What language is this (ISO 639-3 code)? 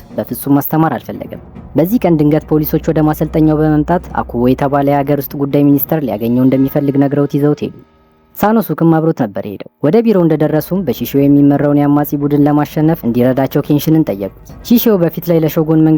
amh